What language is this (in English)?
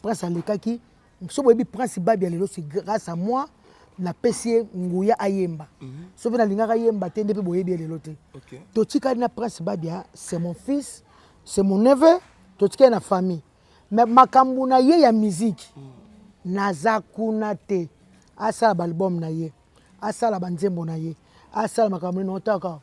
Lingala